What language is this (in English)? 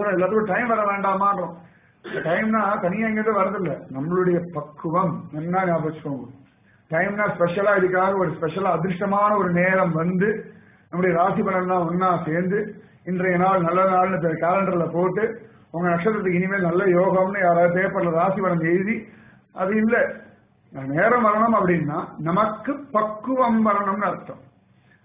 Tamil